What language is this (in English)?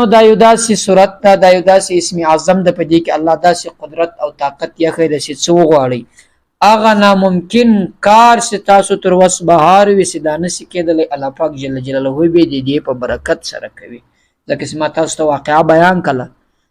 Pashto